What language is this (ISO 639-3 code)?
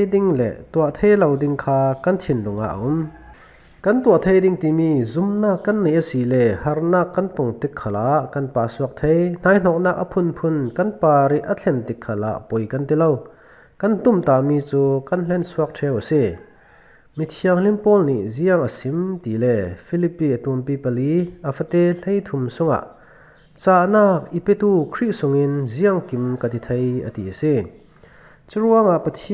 cfm